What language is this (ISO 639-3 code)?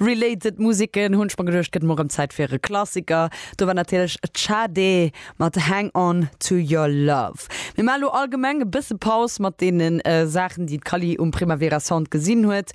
ltz